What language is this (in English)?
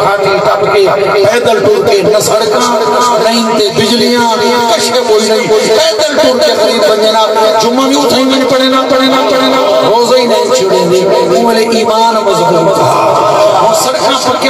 Saraiki